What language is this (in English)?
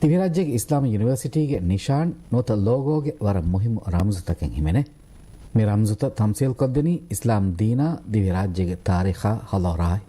Divehi